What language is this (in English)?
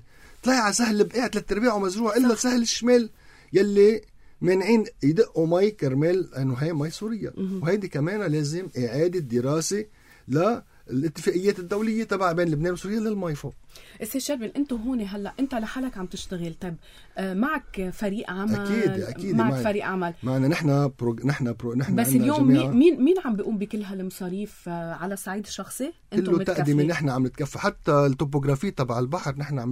North Levantine Arabic